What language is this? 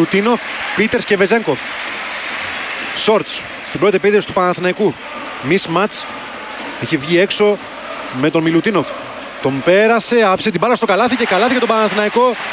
Greek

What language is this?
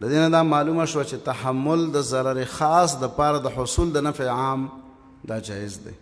Pashto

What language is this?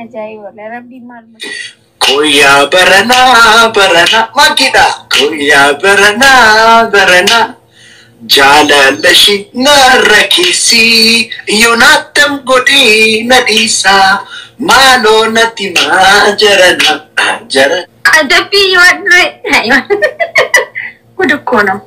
Oromo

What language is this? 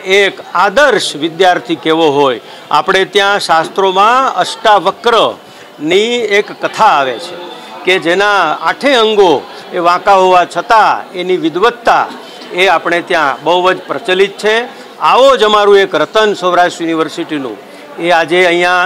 Gujarati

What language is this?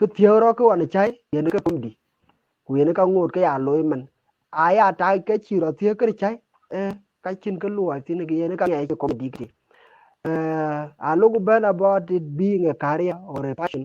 Dinka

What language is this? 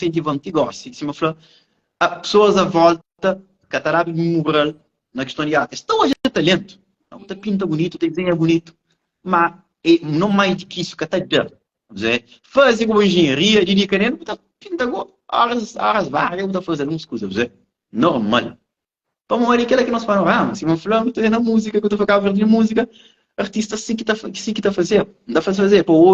Kabuverdianu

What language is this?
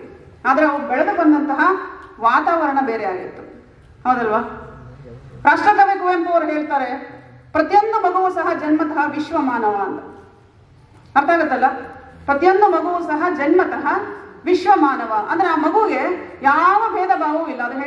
Kannada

